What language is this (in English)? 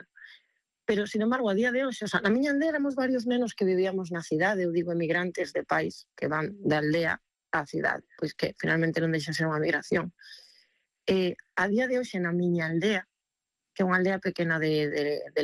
Galician